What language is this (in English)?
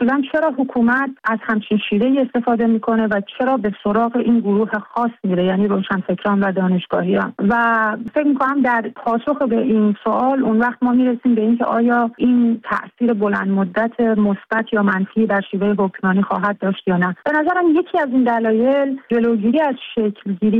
Persian